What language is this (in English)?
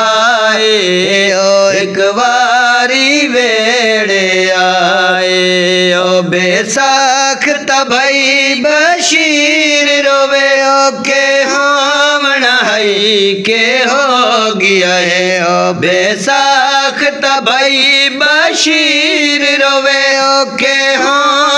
Saraiki